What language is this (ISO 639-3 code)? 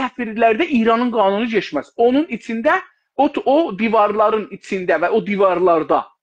azb